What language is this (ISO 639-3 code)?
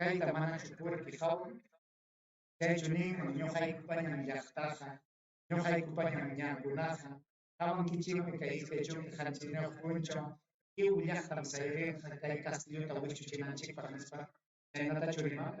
quy